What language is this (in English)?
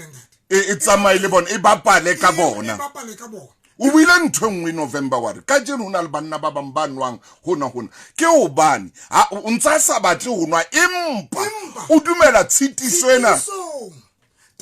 Southern Sotho